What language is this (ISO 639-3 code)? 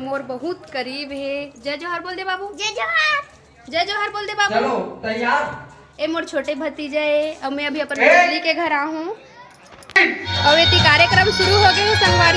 hne